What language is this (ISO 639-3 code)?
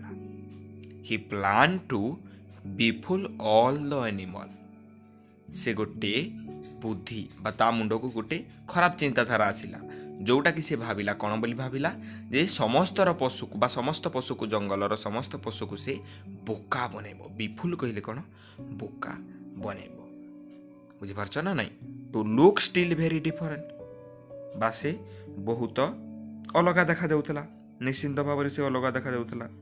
ori